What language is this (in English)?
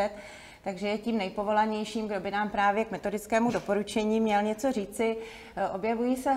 Czech